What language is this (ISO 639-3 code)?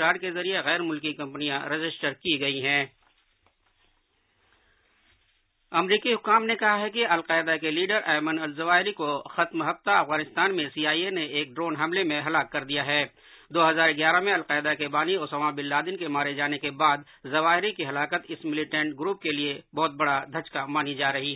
urd